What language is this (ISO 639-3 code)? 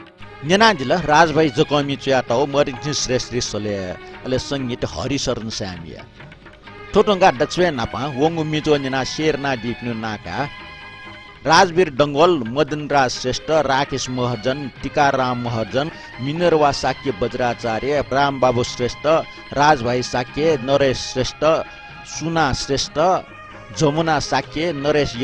new